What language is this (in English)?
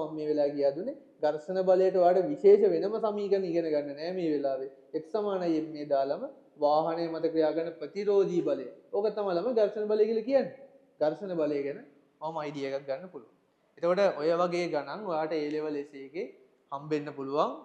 Sinhala